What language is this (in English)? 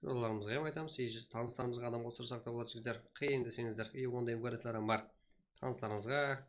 Kara-Kalpak